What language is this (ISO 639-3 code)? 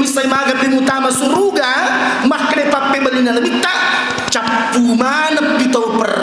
bug